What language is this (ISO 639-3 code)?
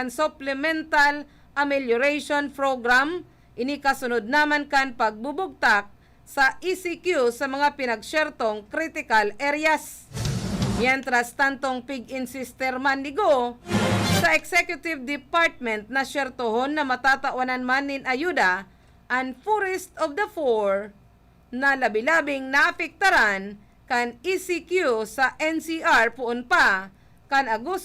bik